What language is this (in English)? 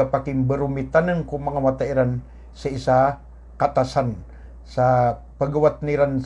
Maranao